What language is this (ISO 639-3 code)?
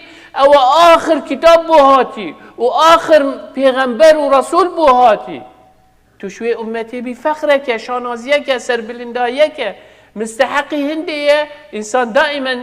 kur